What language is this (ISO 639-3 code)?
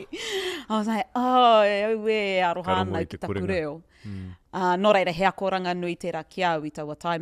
mri